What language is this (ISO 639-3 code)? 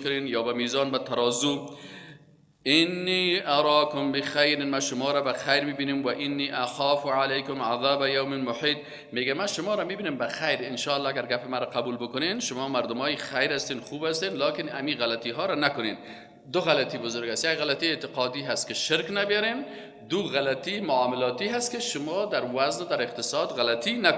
fas